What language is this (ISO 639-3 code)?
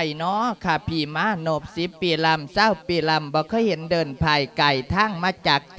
lao